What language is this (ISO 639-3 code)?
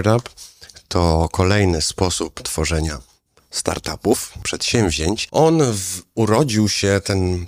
pol